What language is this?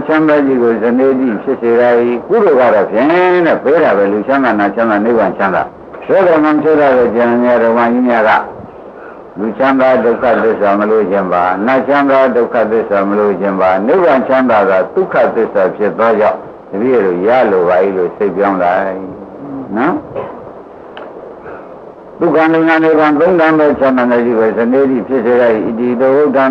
Burmese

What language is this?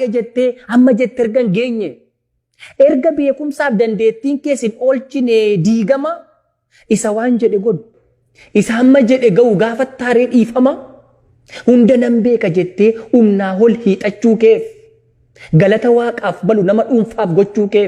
Oromo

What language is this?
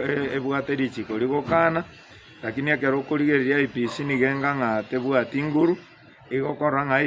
Gusii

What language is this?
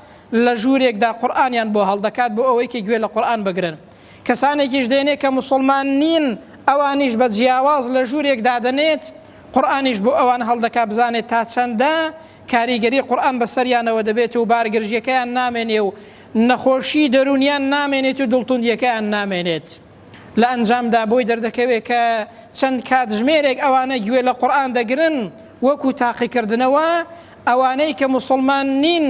Central Kurdish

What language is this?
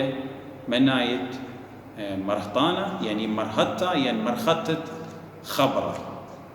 Assyrian Neo-Aramaic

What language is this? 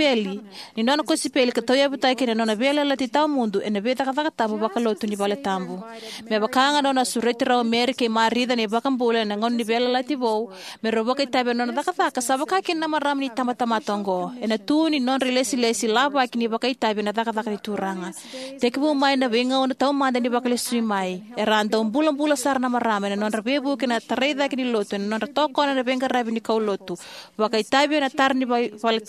Fijian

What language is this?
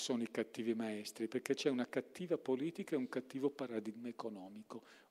Italian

